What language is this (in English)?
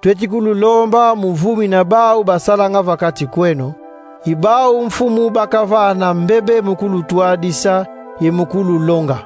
Kongo